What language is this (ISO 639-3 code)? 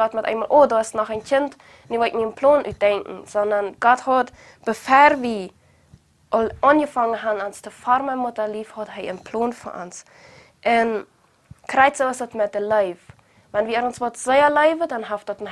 pdt